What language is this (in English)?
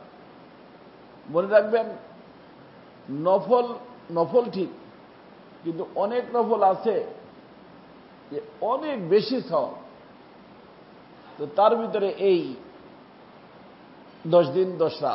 Bangla